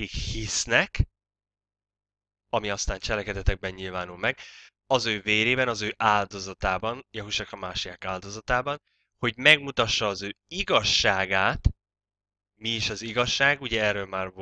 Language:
Hungarian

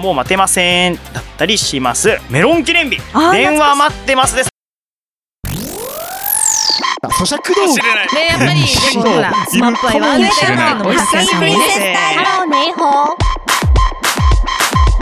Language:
Japanese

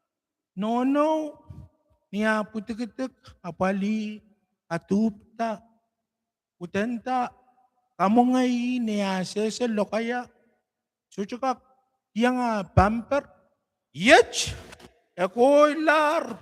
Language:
Pohnpeian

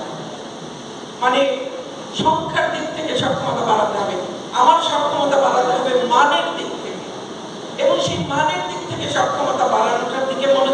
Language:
Bangla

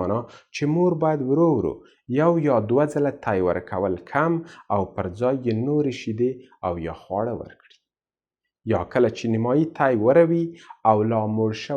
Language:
Pashto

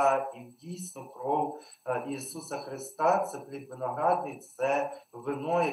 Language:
Ukrainian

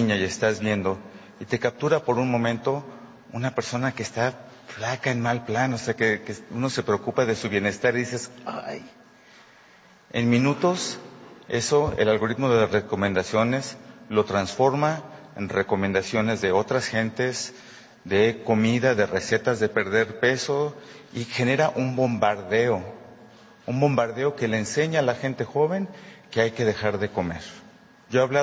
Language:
Spanish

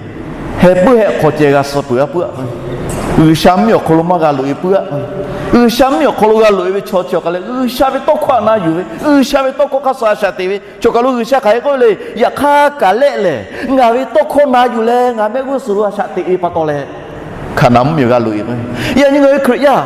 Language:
Lahu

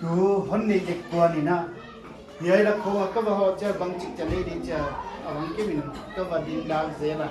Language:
Paite Chin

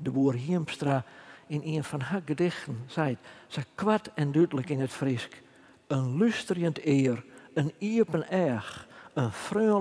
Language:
Western Frisian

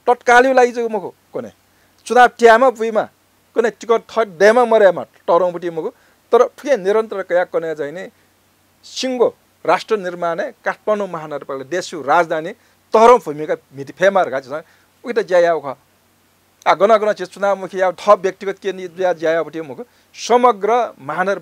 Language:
Newari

